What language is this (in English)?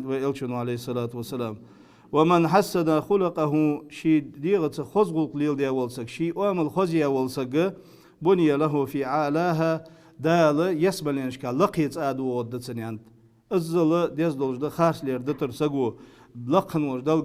Ingush